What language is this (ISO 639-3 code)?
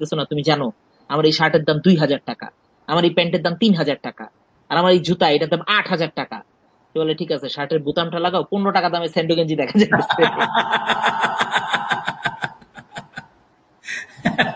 ben